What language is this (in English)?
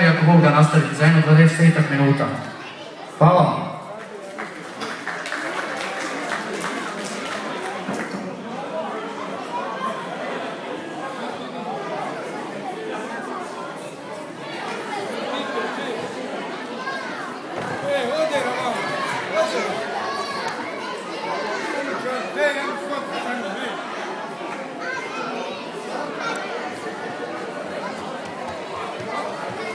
Croatian